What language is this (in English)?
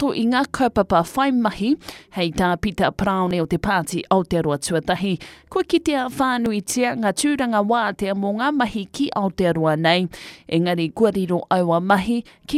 Māori